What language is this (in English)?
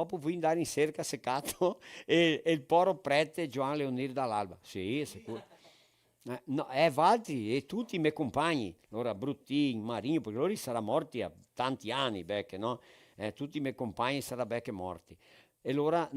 Venetian